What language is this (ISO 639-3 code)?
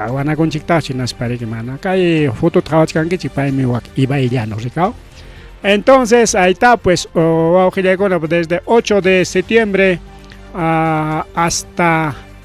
quy